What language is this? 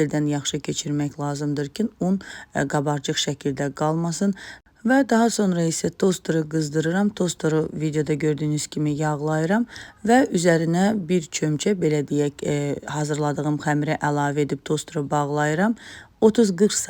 Azerbaijani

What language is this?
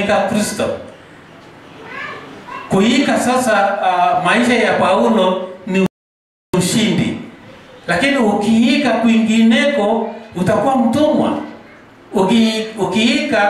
Swahili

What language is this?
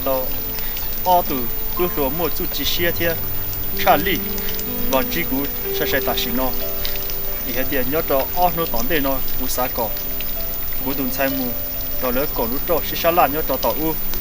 Hmong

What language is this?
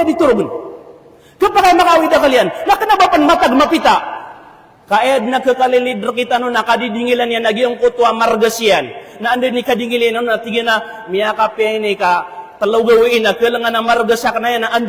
Maranao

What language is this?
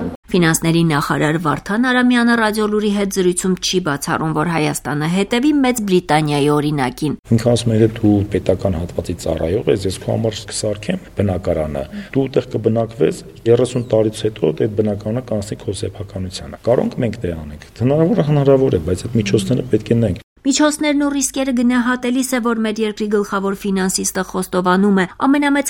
Armenian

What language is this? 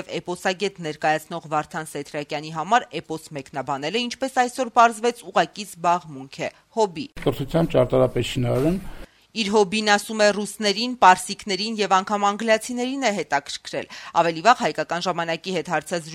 Armenian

